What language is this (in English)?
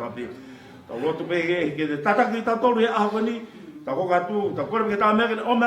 Tongan